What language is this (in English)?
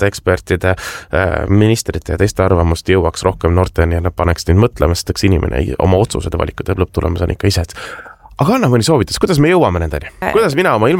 Estonian